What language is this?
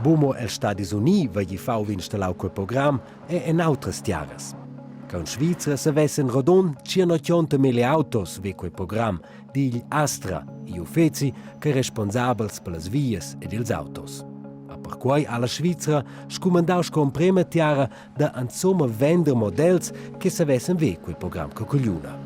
Romansh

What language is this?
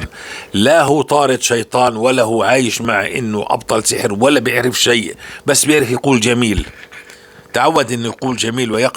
North Levantine Arabic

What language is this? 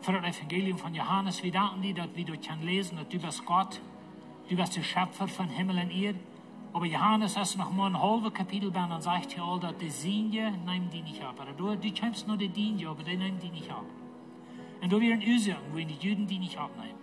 Plautdietsch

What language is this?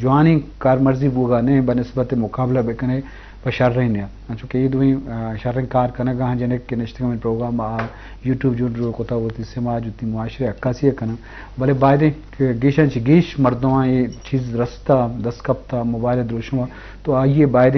Eastern Balochi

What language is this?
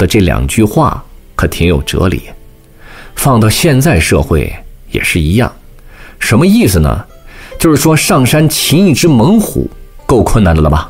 Chinese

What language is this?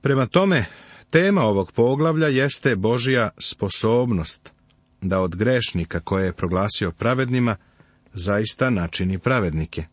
Serbian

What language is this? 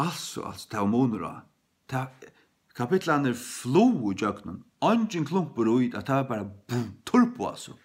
Faroese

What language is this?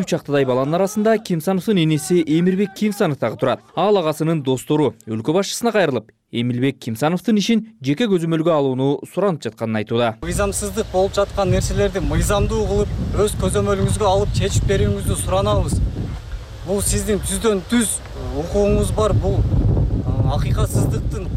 Kyrgyz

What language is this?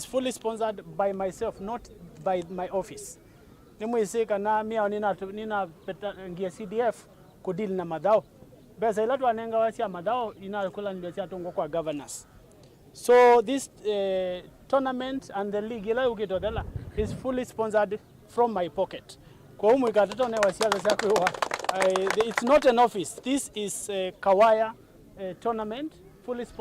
Kamba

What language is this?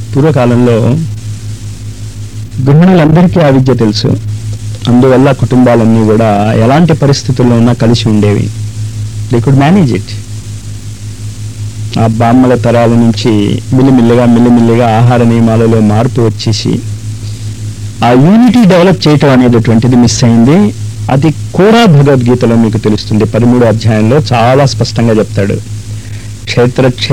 Telugu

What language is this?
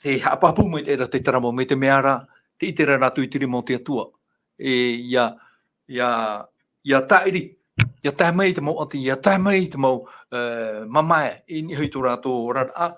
Tahitian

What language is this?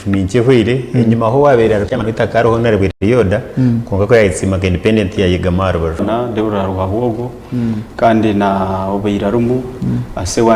Nyankole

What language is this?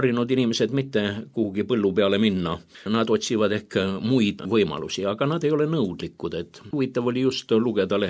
Estonian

